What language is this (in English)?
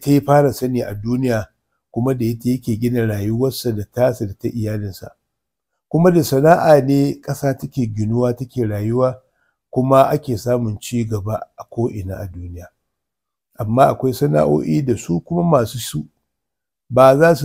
Hausa